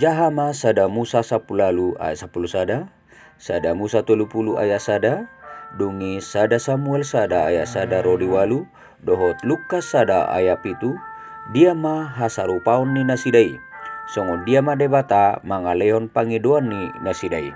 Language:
Batak Toba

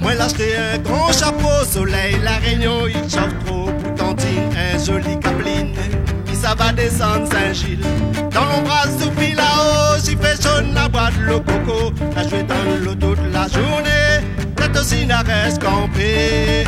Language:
Réunion Creole French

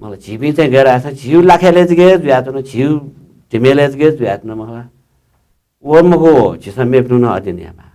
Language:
Newari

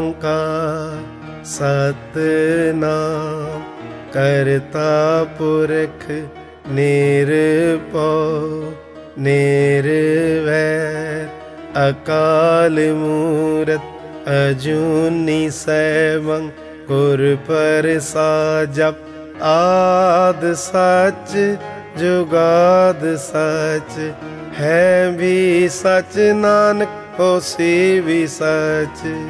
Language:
Punjabi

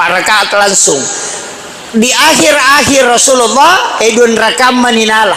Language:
Buginese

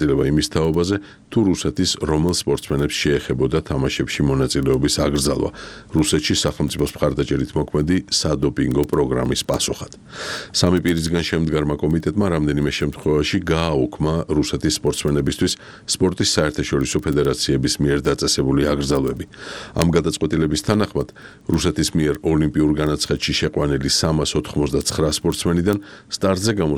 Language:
Georgian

